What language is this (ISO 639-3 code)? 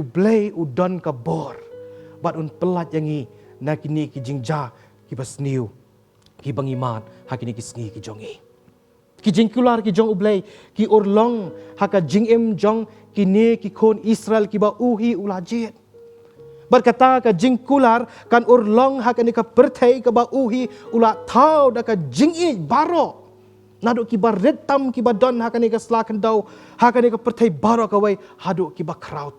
kha